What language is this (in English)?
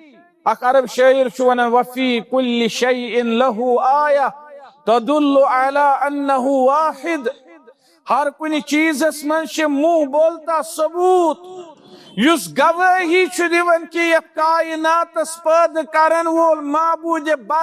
Kashmiri